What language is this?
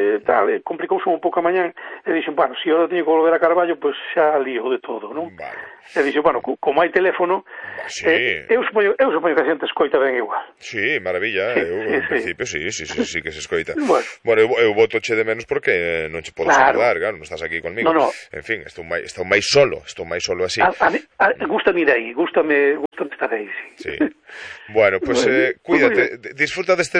Galician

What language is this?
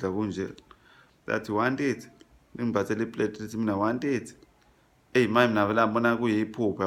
Zulu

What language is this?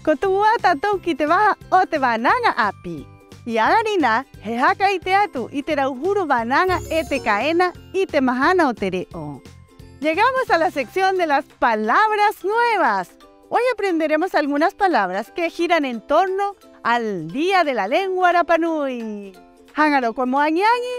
Rapanui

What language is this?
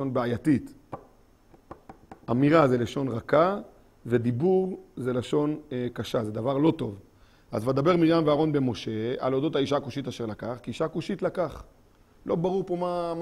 Hebrew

